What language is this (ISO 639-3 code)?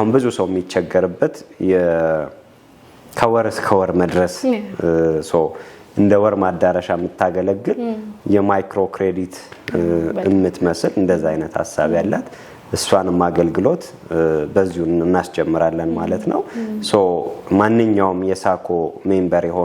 amh